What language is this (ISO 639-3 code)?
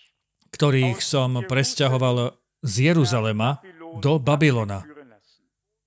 slk